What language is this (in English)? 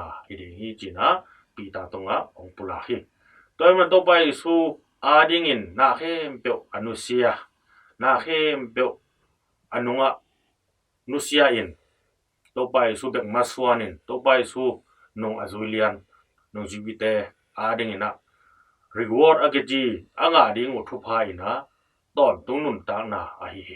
Tedim Chin